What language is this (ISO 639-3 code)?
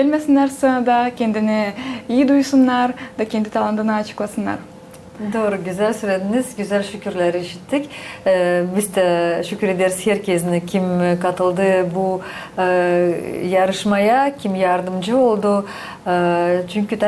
gag